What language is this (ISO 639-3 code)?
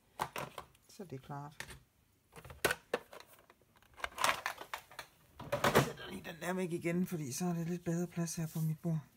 dan